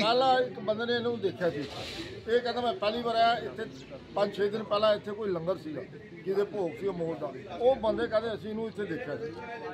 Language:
Punjabi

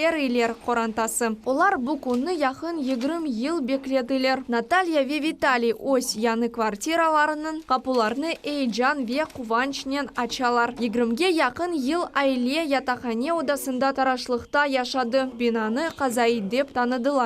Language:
Crimean Tatar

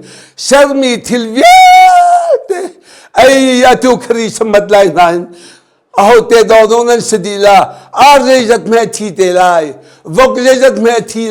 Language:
Hakha Chin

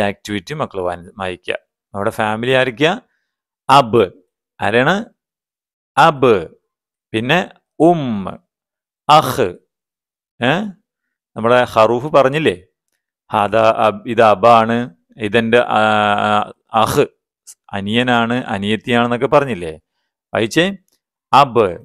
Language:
Malayalam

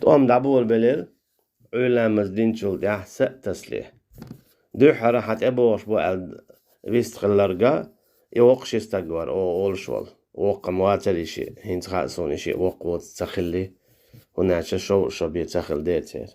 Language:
Chechen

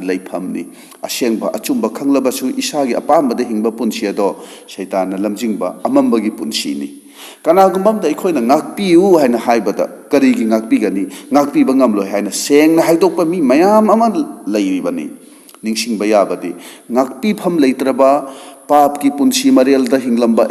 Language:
Manipuri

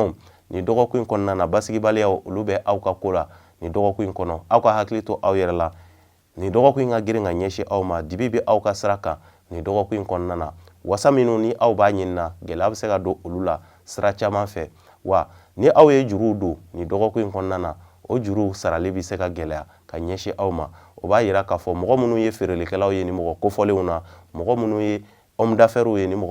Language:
Bambara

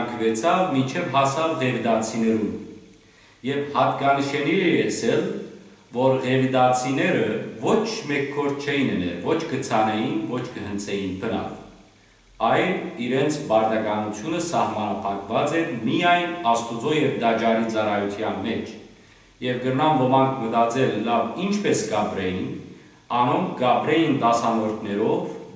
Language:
Western Armenian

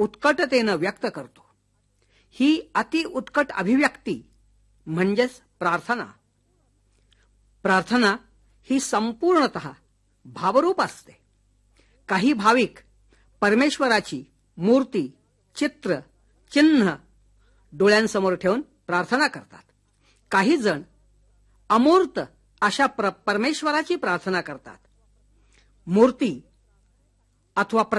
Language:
Marathi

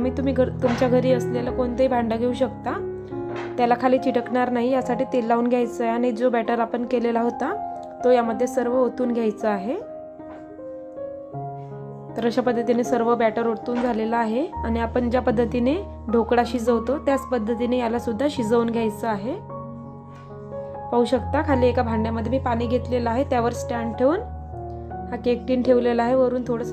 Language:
Marathi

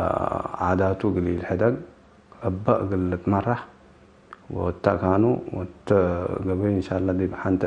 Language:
Tigre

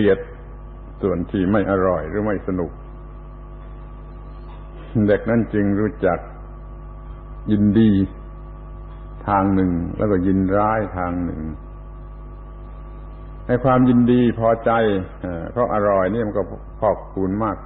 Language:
Thai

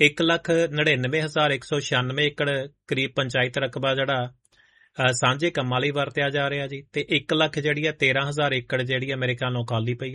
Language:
Punjabi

